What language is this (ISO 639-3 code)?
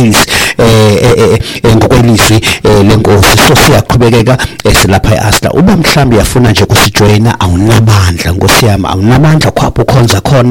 xho